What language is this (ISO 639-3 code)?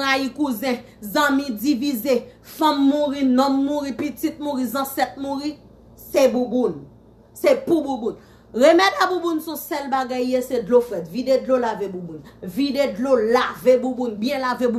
hat